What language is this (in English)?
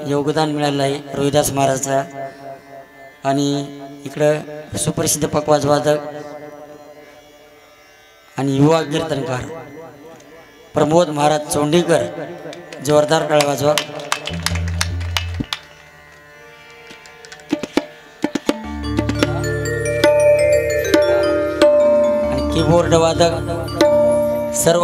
Marathi